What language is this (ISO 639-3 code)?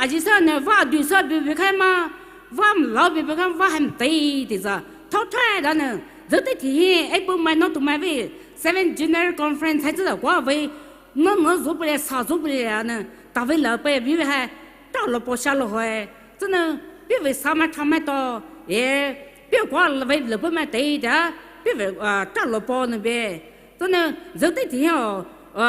pmx